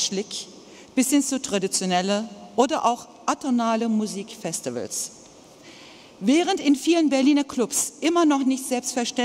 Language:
German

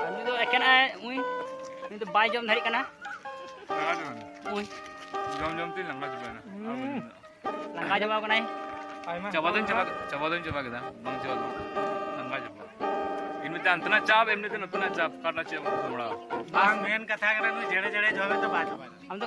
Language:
Santali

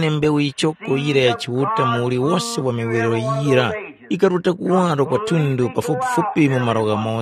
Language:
Tumbuka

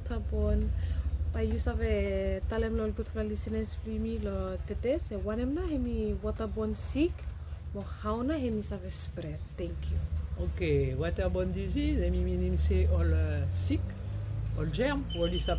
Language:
Bislama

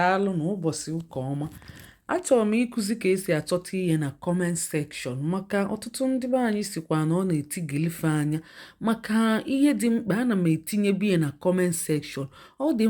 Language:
Igbo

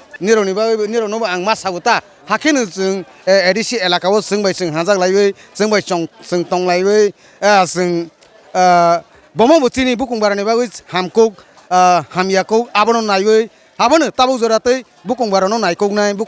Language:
Riang (India)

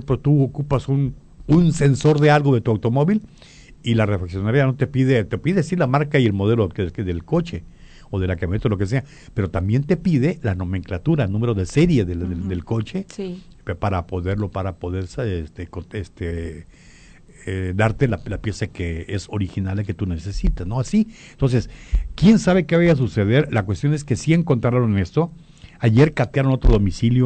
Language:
Spanish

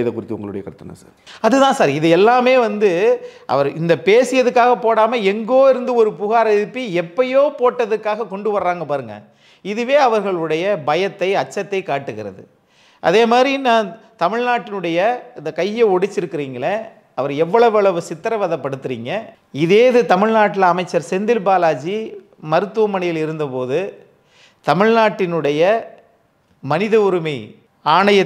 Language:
Tamil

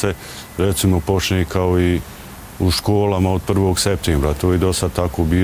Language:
Bosnian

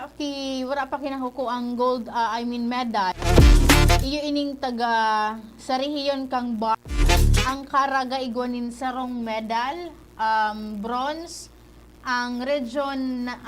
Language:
Bikol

